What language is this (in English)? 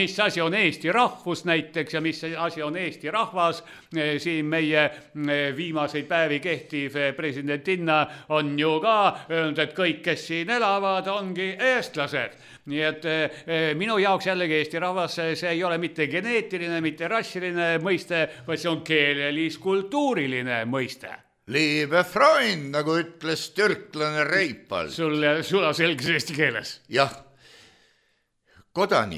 Estonian